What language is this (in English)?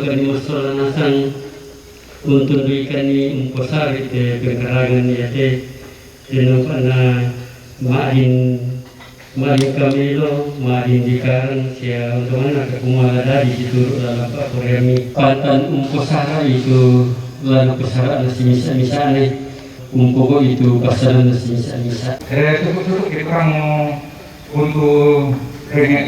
Toraja-Sa'dan